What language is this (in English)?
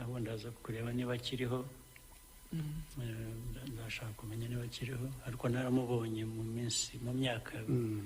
Kinyarwanda